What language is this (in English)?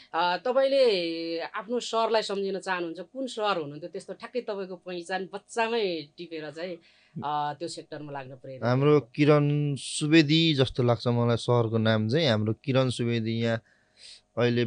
Nepali